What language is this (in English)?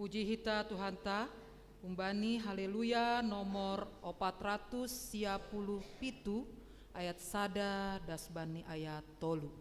Batak Simalungun